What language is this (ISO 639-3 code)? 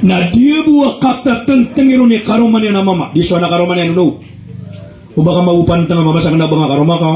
mrw